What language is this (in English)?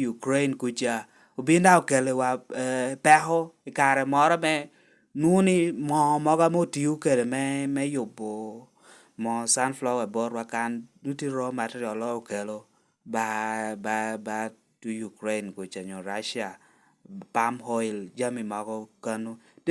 Lango (Uganda)